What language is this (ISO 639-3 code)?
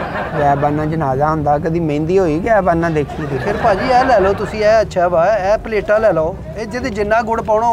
pan